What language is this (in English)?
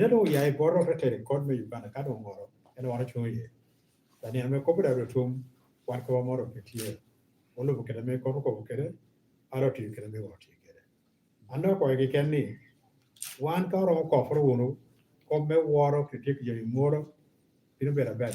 Lango (Uganda)